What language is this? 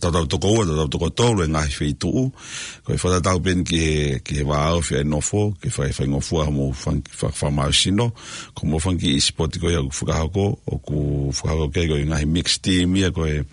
Tongan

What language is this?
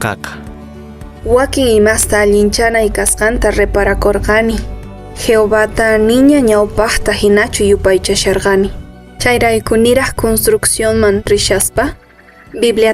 Quechua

